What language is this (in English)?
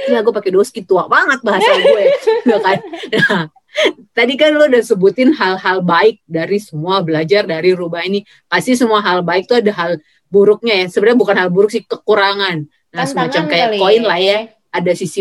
Indonesian